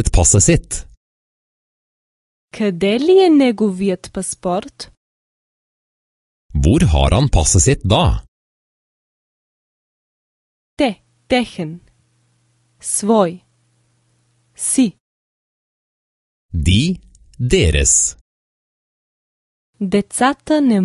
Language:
Bulgarian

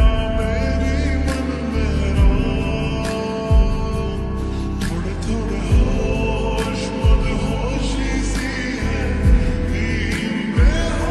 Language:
Hindi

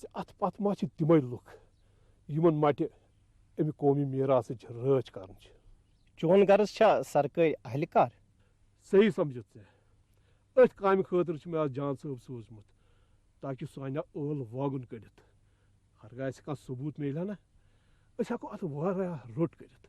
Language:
Kashmiri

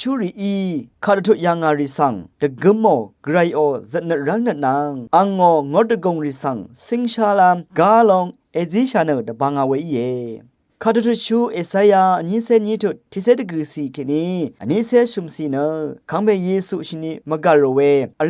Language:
Rawang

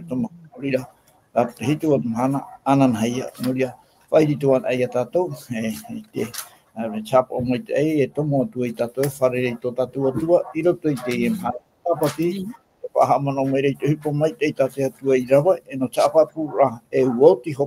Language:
Tahitian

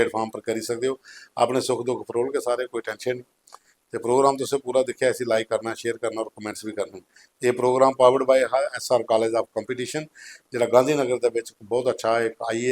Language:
Dogri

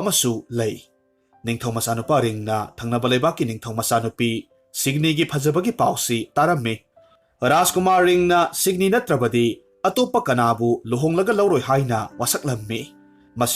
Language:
Manipuri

